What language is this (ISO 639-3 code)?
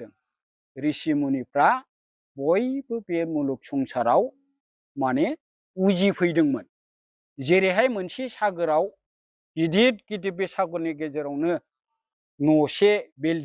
brx